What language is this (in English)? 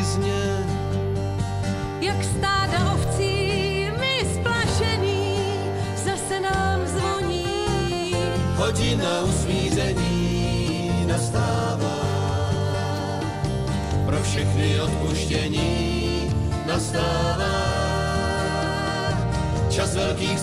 Czech